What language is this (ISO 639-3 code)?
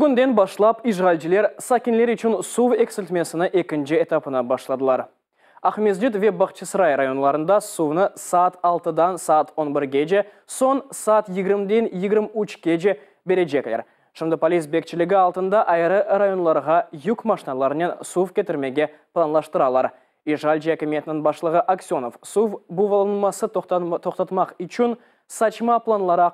crh